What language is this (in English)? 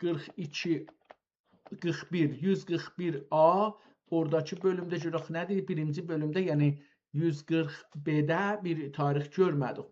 South Azerbaijani